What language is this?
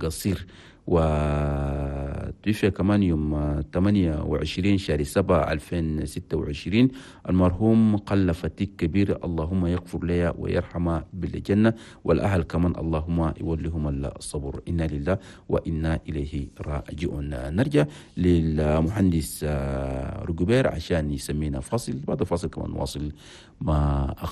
Chadian Arabic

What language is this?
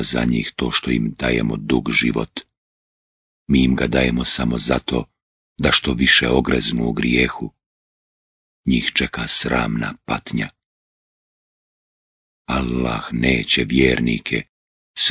Bosnian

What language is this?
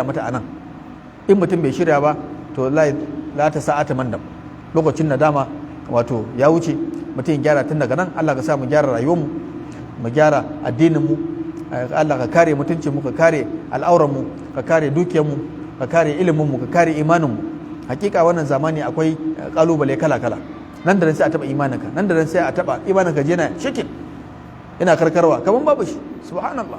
Hausa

